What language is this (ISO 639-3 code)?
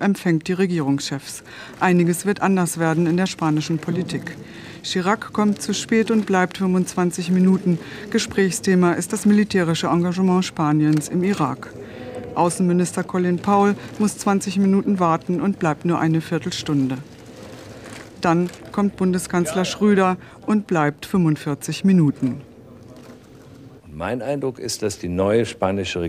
deu